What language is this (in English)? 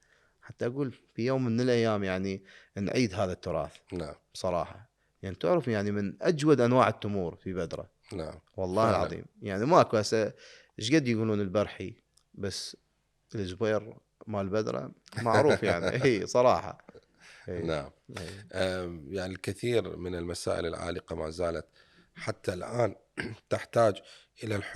Mesopotamian Arabic